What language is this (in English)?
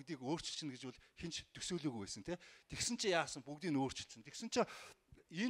Mongolian